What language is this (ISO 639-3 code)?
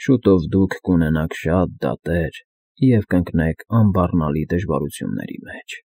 hye